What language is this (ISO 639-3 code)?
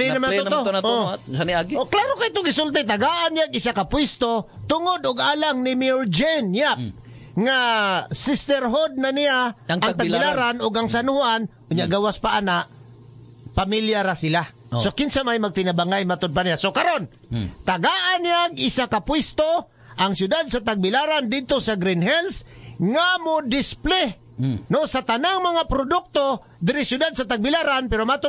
ceb